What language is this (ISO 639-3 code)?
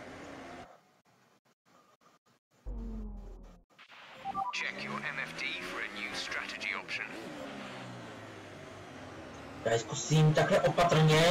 ces